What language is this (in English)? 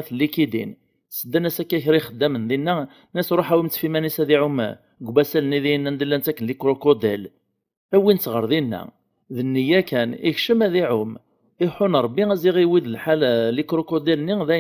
Kabyle